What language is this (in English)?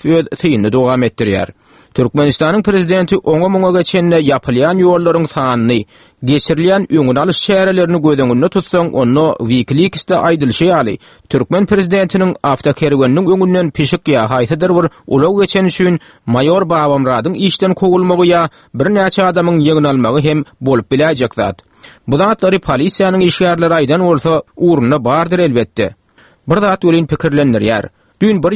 Turkmen